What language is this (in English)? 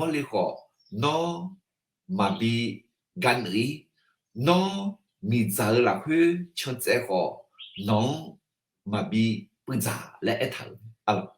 Akha